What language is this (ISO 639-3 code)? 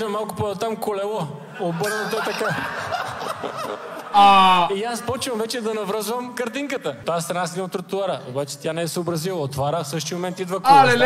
bul